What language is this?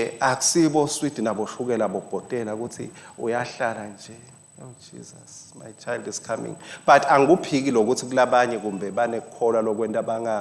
Swati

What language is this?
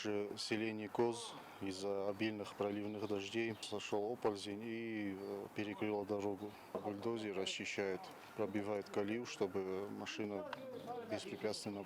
Ossetic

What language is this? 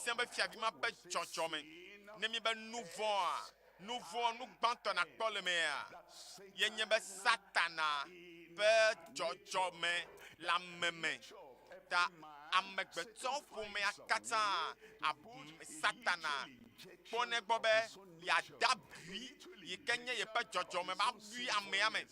Ewe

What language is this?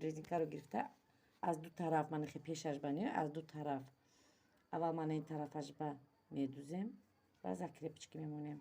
Tajik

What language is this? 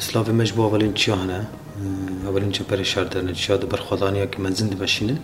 Kurdish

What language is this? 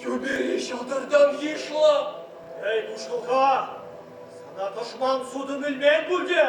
Chuvash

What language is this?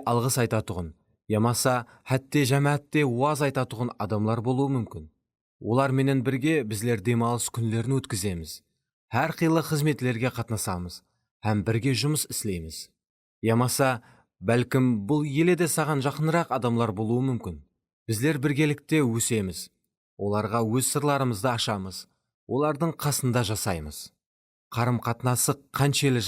Kara-Kalpak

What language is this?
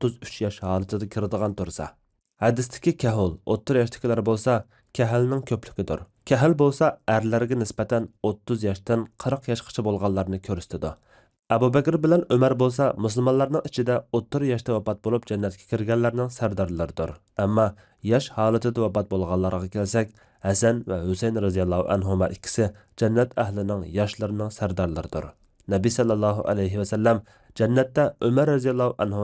Uyghur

